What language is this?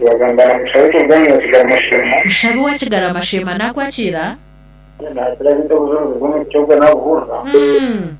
Nyankole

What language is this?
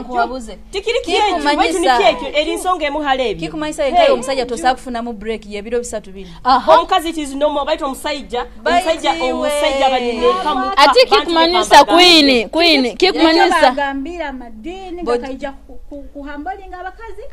Nyoro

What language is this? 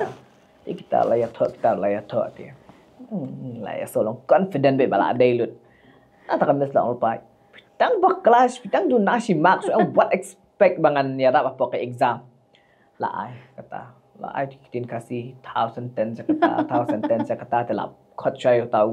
Khasi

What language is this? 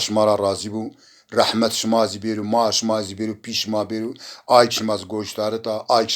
Zaza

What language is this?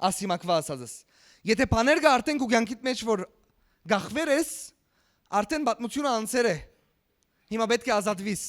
Western Armenian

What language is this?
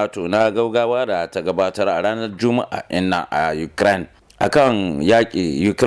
Hausa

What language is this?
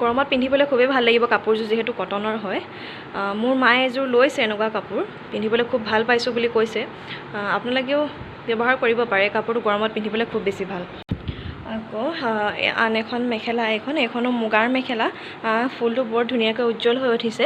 Assamese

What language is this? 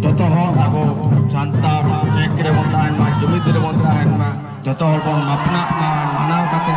Santali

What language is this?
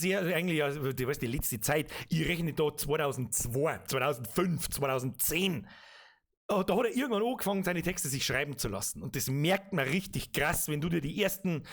Bavarian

